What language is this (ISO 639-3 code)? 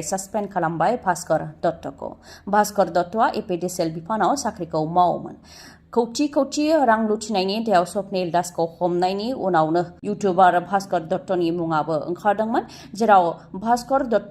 brx